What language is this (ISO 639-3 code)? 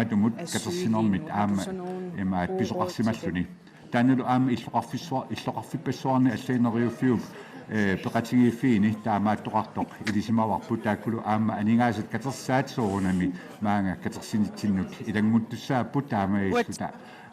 kal